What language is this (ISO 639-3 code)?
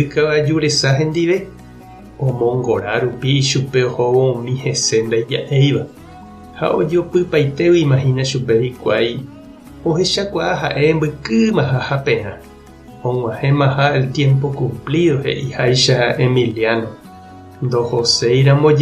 grn